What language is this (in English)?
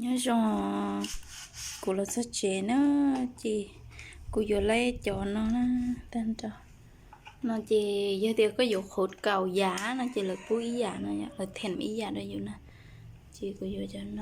Hmong